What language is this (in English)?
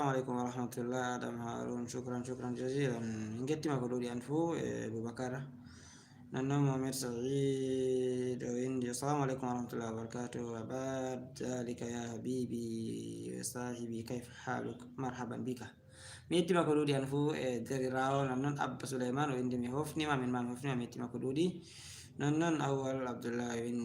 Fula